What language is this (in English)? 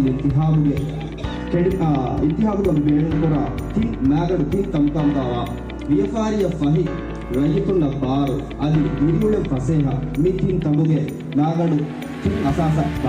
Divehi